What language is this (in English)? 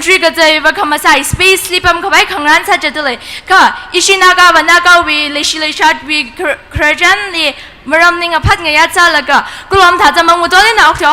Tangkhul Naga (India)